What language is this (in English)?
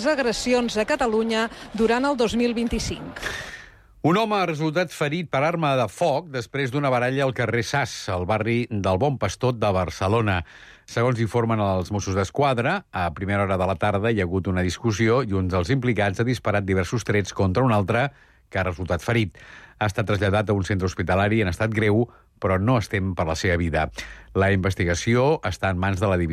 Catalan